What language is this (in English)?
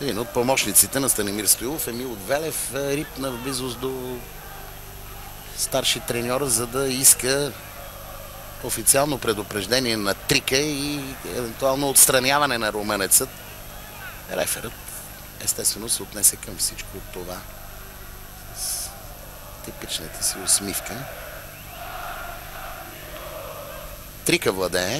Bulgarian